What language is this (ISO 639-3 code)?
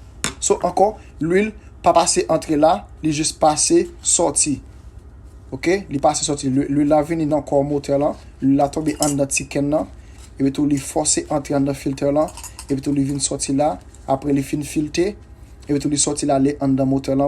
hat